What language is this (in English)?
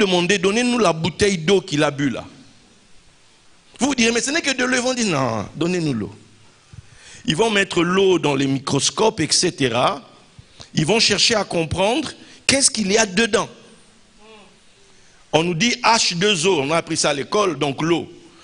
French